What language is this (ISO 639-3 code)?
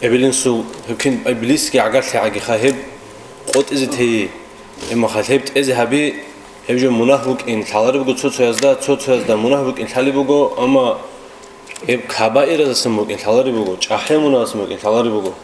ava